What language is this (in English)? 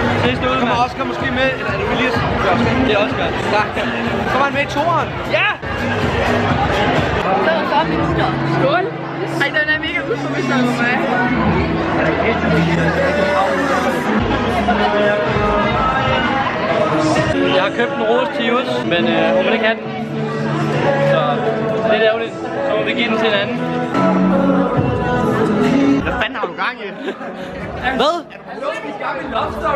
Danish